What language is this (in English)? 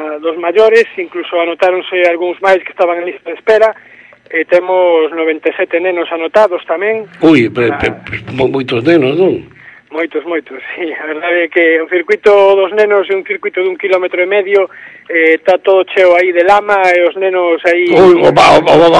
Galician